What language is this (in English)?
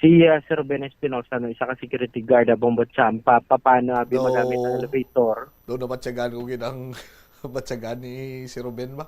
Hiligaynon